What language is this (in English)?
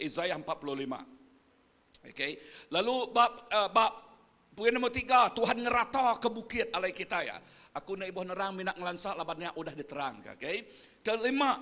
Iban